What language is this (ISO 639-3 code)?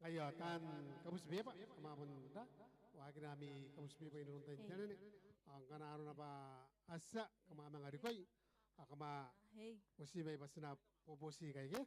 gil